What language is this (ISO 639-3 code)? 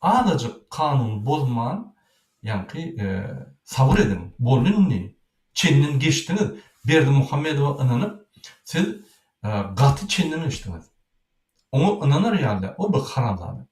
tuk